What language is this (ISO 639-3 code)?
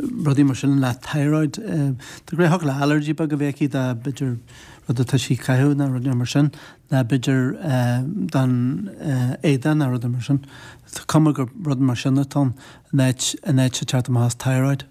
gle